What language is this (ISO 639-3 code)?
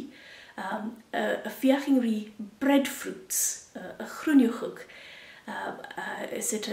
gla